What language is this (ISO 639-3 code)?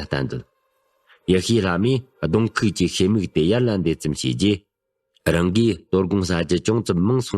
bod